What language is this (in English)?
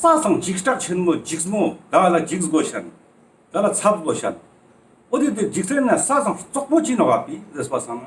Ladakhi